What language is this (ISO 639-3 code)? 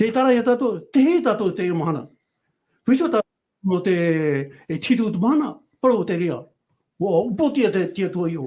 tah